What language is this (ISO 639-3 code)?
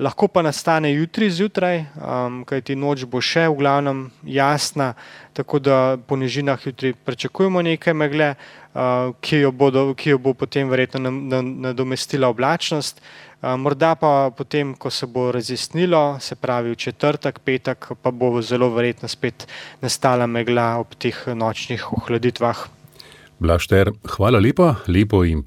slv